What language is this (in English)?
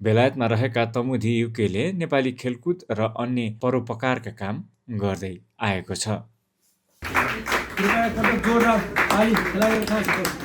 Nepali